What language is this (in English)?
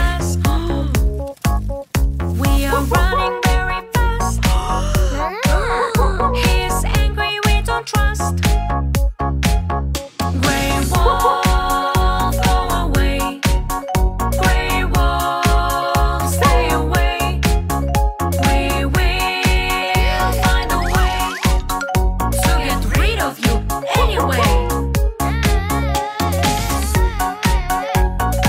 English